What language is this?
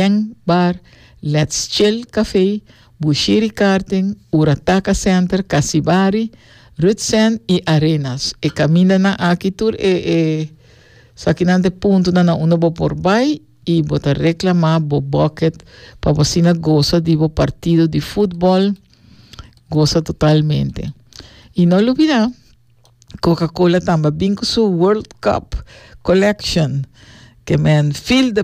Papiamento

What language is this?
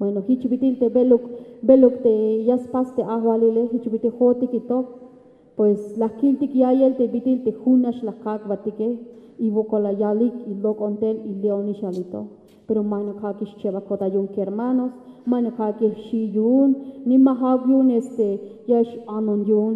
Tzeltal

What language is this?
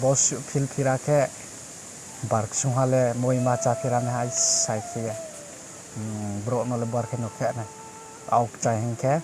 Riang (India)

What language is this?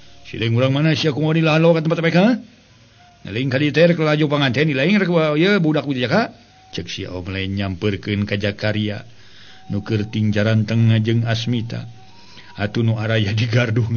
Sundanese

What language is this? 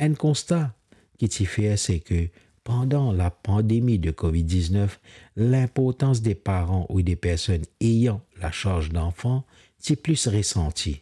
Morisyen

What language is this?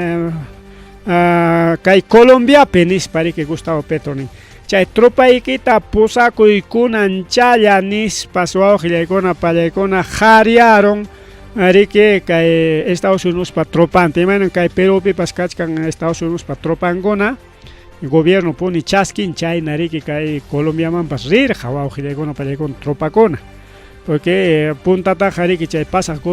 Ayacucho Quechua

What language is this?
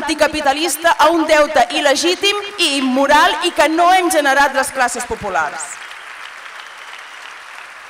Catalan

